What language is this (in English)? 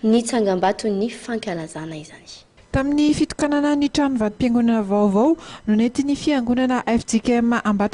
Malagasy